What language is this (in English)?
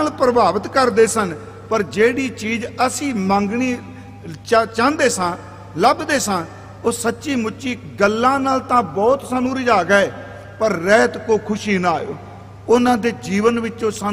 Punjabi